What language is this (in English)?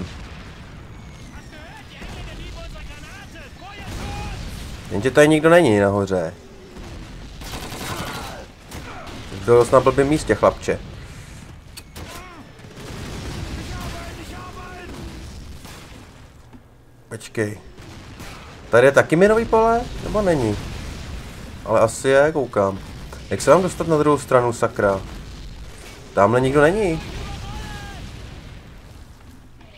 Czech